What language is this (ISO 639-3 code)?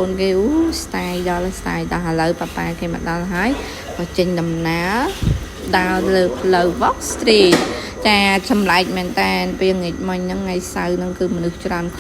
khm